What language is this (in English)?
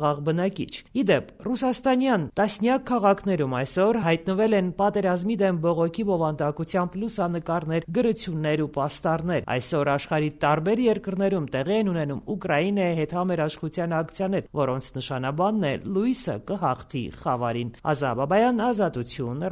Armenian